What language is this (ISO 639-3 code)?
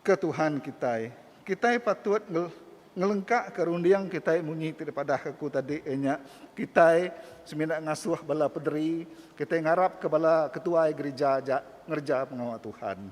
iba